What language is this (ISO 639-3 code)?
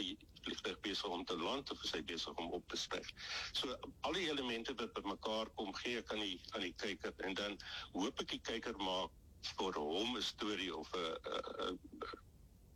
afr